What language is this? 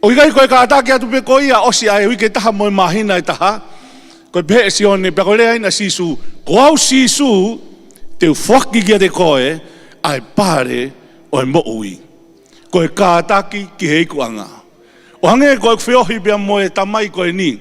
Tongan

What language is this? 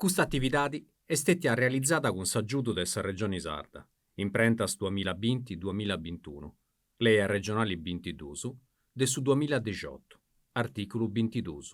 Sardinian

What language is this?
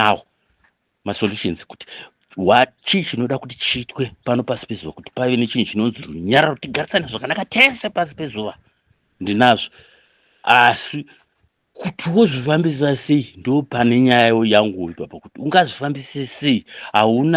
Shona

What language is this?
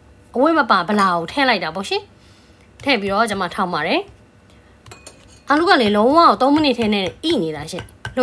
Burmese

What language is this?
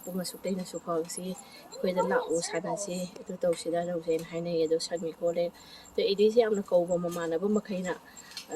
Manipuri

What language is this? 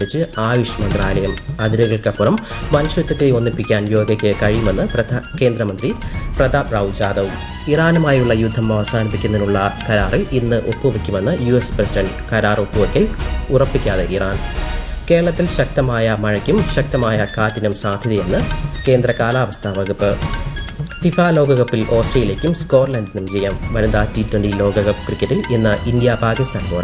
Malayalam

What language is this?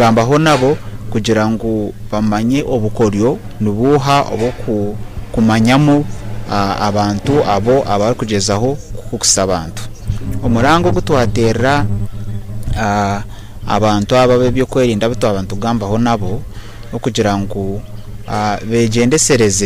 Nyoro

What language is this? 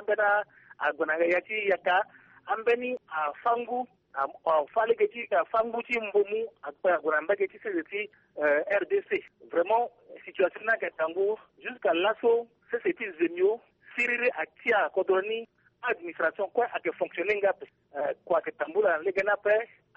Sango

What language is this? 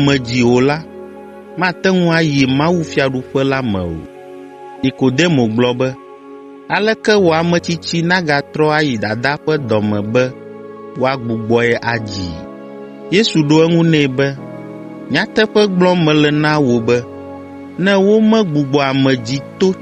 Ewe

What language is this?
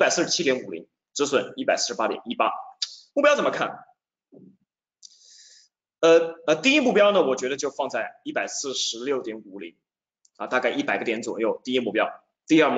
Chinese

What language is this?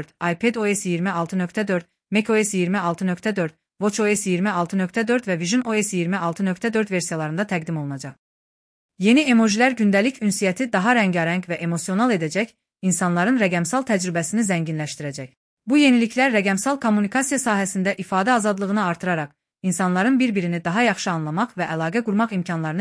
Azerbaijani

